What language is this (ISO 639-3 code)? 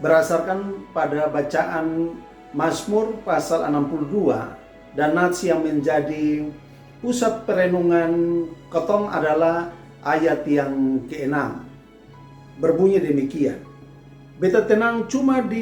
mkn